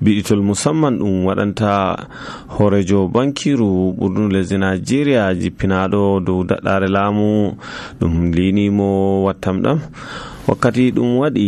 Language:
Nigerian Fulfulde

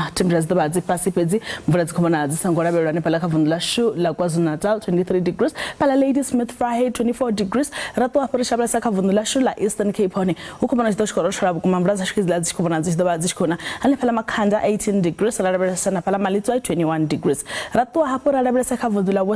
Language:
Venda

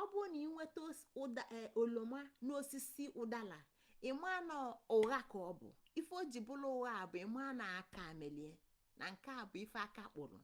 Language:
Igbo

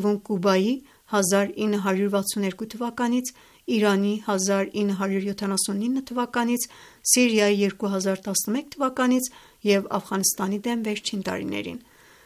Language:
Armenian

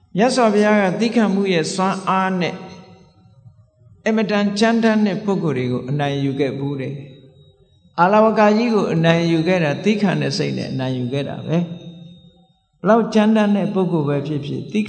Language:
Burmese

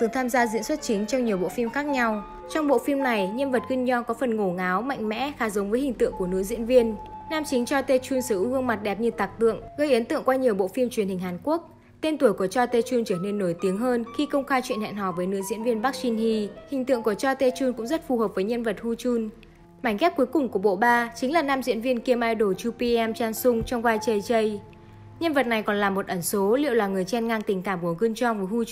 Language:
Vietnamese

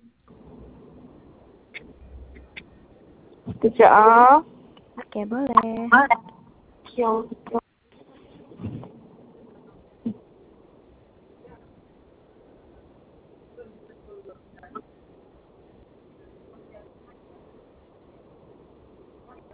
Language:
Malay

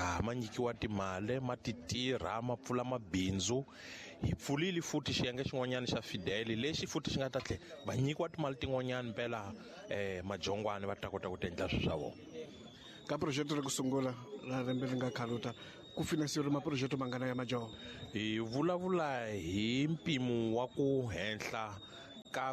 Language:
Tsonga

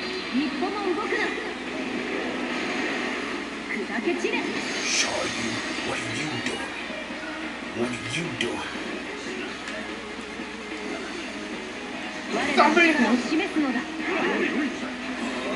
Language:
Japanese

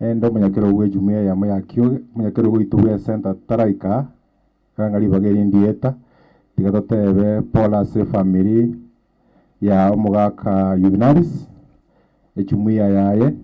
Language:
Gusii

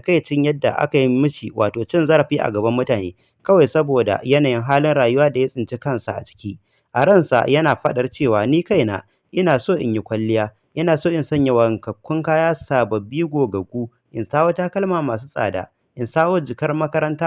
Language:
Hausa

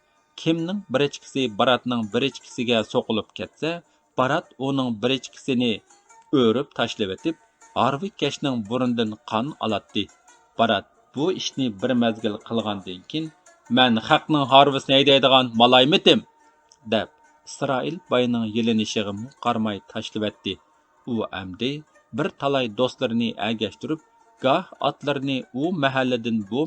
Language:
Uyghur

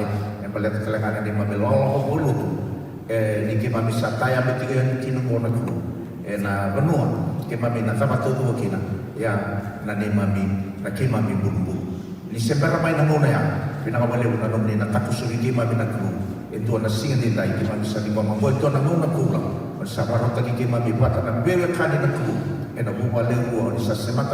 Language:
Fijian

